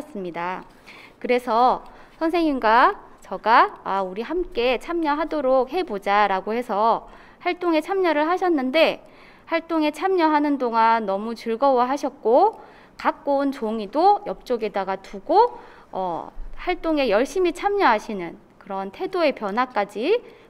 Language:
Korean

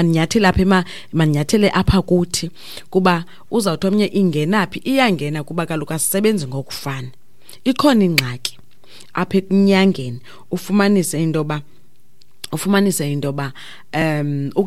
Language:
Xhosa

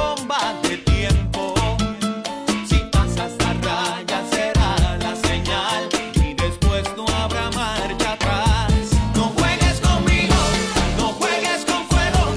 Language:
Spanish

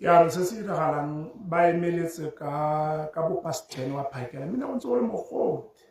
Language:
Tswana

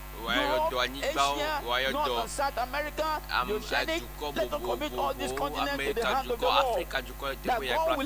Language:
Ewe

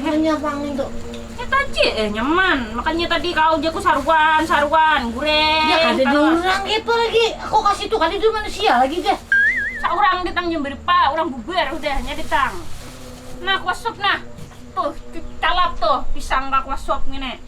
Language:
Banjar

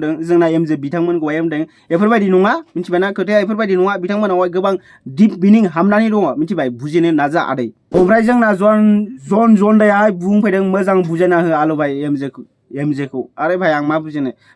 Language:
Bodo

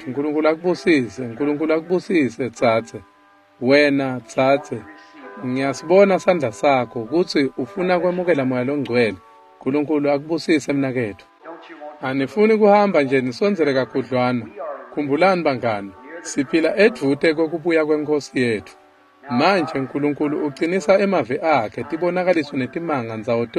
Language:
Swati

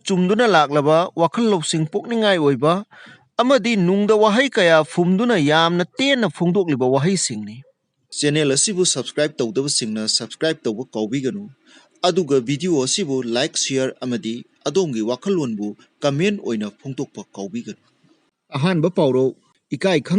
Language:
Manipuri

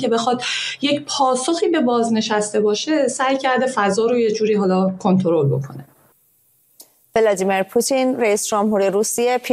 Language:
Persian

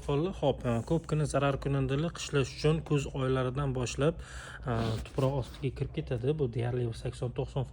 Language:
Uzbek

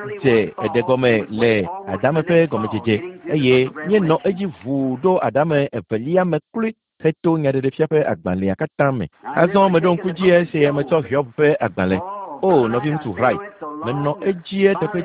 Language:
Ewe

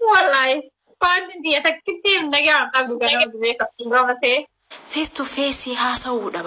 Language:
Oromo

